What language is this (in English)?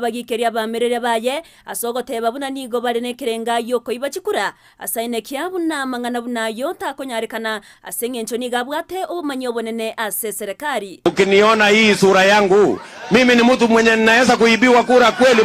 Gusii